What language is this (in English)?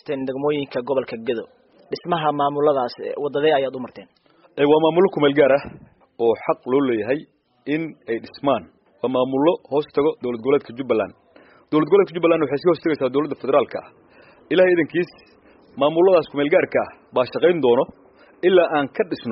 Somali